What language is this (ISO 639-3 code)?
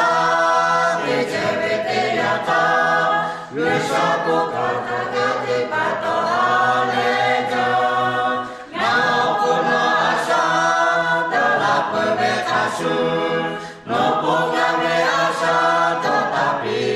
lhu